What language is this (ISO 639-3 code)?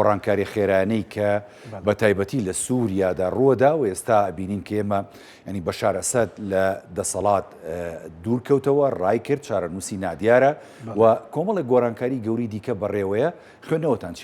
ckb